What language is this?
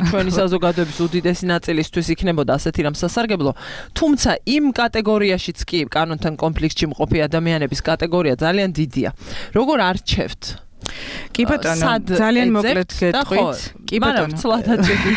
Georgian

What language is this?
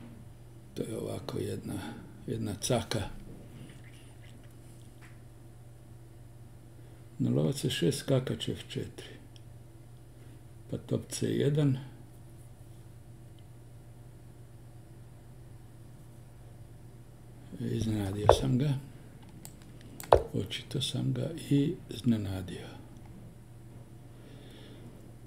Croatian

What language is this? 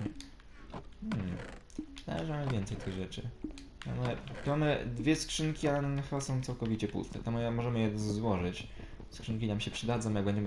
Polish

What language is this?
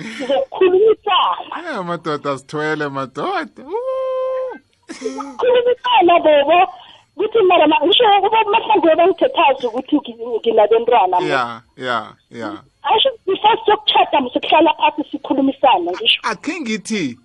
South Ndebele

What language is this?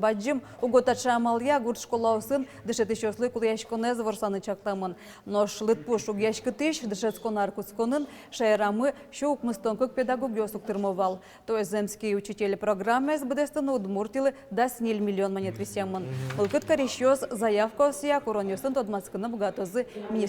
Udmurt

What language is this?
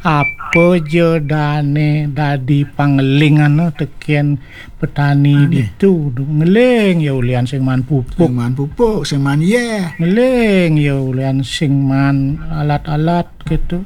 Balinese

